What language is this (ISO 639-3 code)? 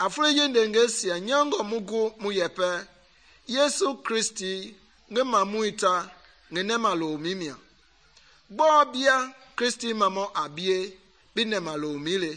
men